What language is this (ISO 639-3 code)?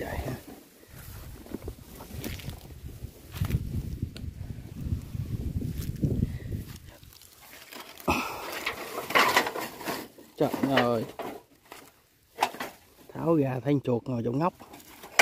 vie